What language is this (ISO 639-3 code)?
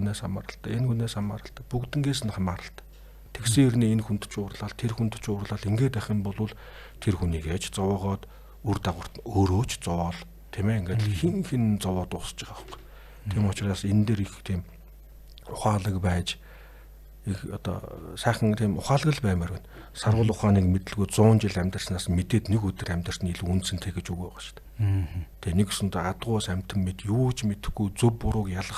mon